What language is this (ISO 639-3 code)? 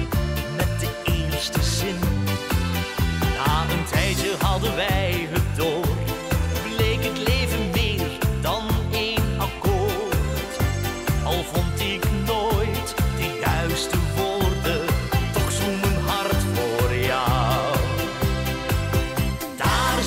nld